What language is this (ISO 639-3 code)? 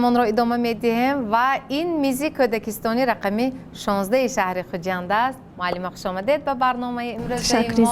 tgk